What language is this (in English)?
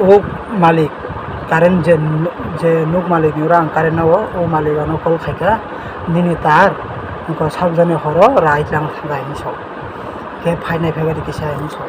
Kok Borok